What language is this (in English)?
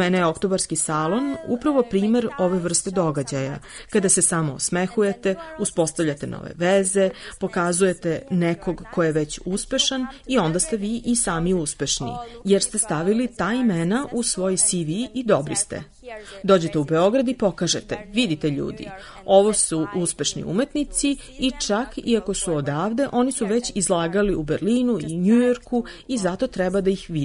Serbian